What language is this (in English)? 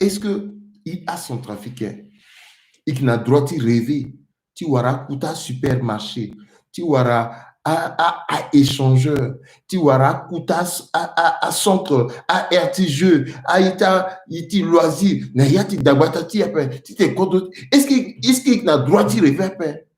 Sango